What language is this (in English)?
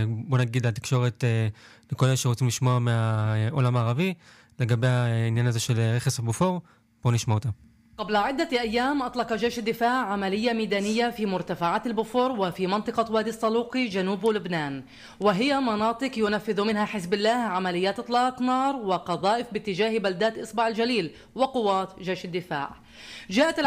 Hebrew